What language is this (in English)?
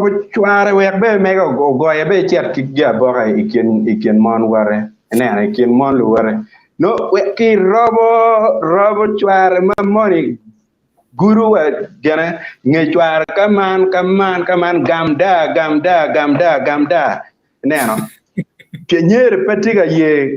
Acoli